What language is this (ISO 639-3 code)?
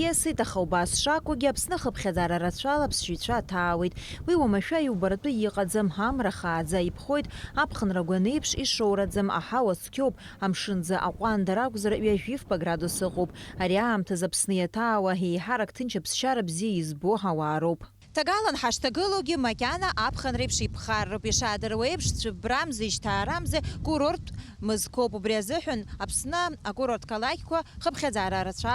abk